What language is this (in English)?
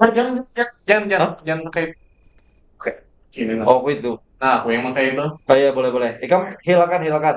Banjar